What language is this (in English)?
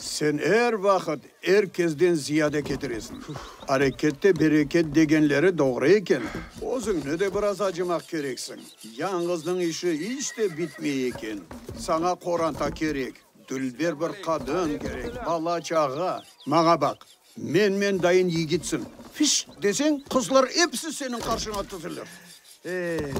Crimean Tatar